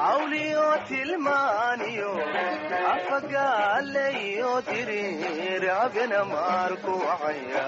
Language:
Somali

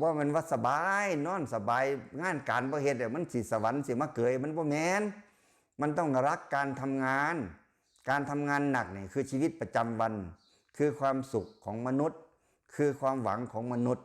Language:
Lao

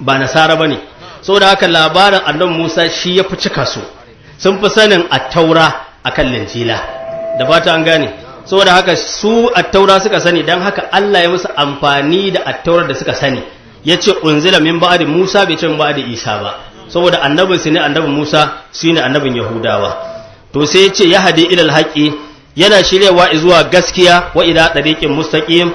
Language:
Hausa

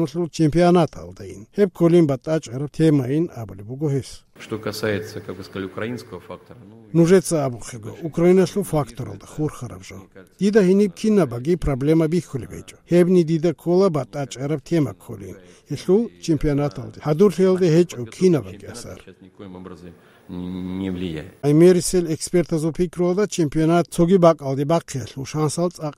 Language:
Avaric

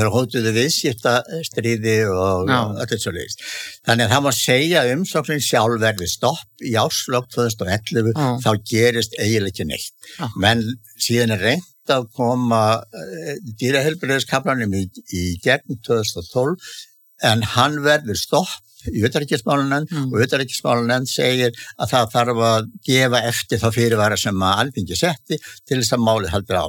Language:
Icelandic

